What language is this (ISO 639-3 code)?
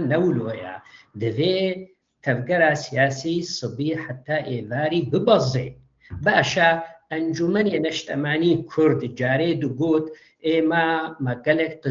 kur